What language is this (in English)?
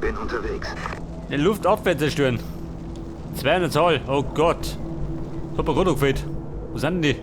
Bavarian